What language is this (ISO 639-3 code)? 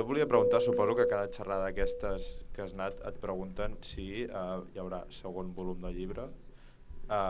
cat